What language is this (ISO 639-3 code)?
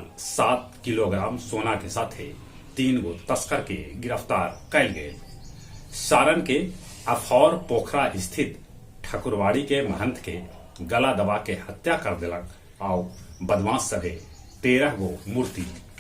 mag